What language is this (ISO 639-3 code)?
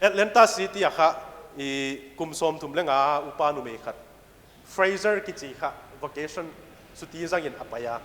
pck